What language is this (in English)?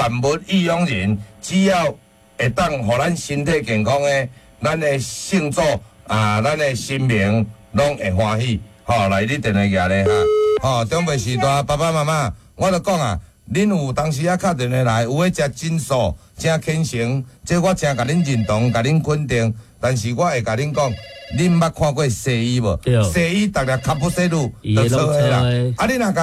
Min Nan Chinese